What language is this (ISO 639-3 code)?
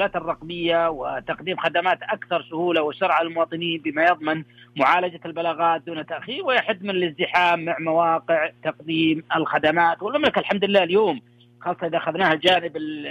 ara